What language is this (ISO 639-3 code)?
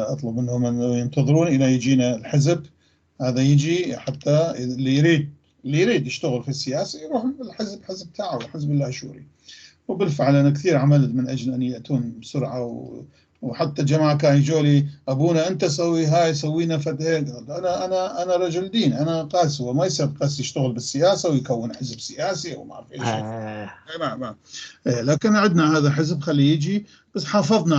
apc